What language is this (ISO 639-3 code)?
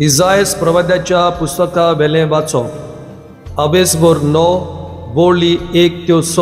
kok